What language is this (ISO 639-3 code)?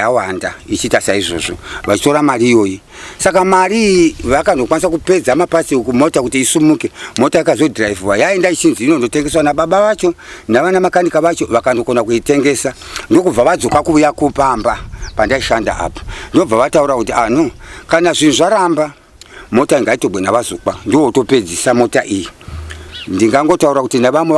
sna